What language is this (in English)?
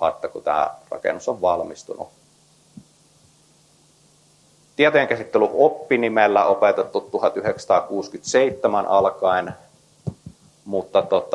Finnish